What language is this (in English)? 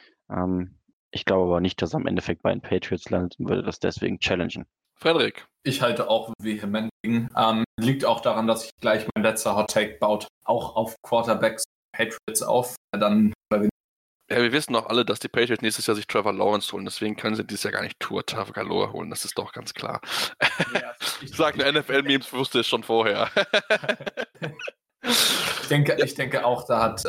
German